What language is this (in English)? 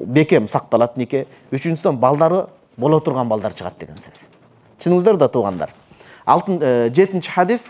Kyrgyz